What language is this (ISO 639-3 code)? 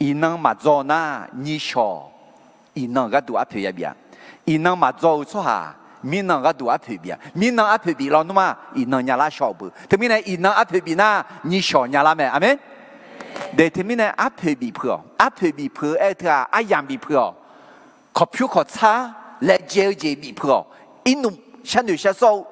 ahk